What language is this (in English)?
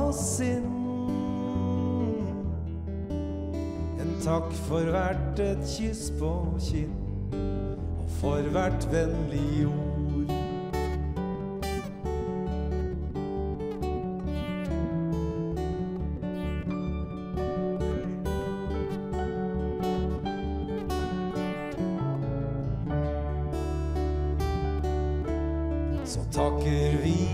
Norwegian